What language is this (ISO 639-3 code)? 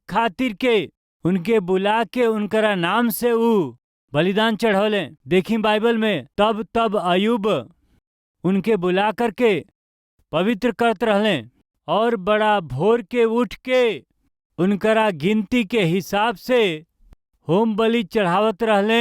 bho